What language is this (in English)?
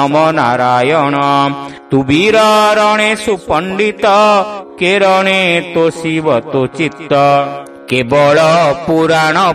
Odia